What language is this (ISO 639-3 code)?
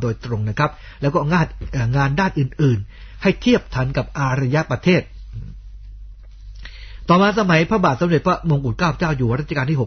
tha